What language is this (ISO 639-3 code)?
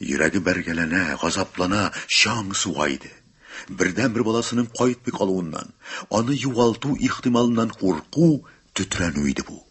tat